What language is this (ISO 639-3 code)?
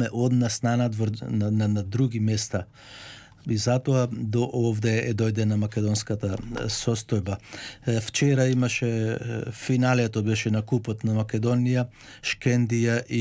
mkd